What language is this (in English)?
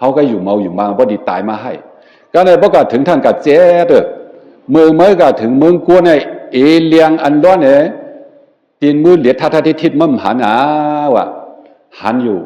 Shan